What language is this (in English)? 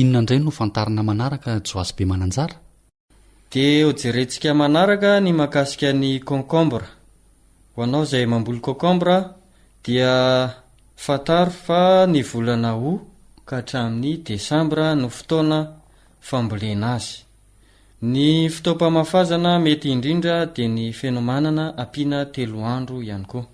Malagasy